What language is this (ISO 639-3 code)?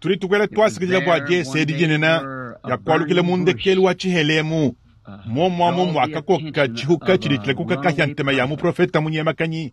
lua